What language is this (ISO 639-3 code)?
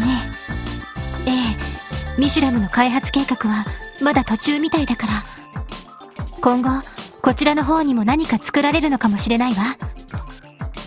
jpn